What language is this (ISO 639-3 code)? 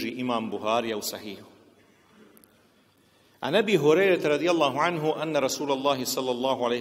bos